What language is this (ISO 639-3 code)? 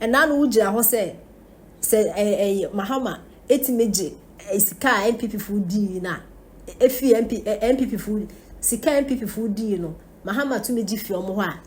aka